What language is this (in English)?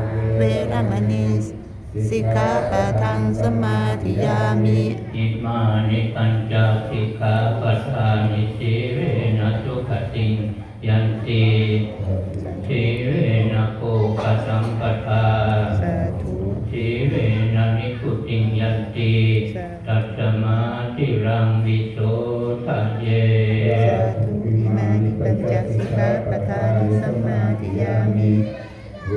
Pali